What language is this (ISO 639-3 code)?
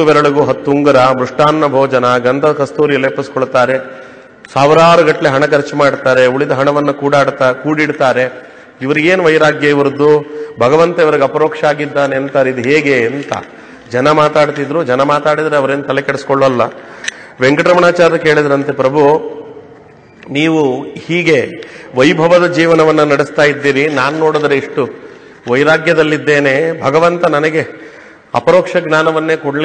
kan